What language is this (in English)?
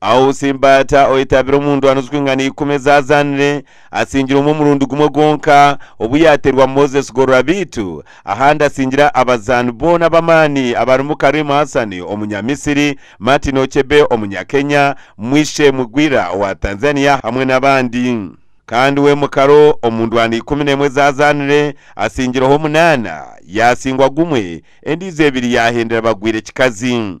Nyankole